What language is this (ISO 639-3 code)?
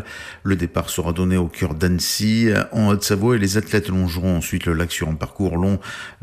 fra